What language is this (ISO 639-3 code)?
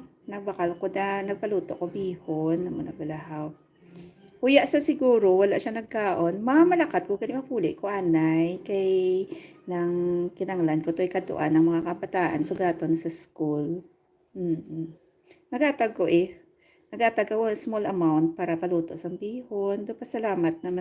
hil